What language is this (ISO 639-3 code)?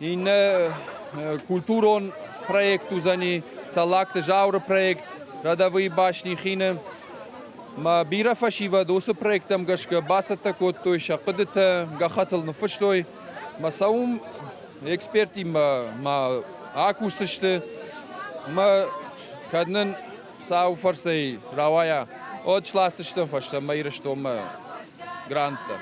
oss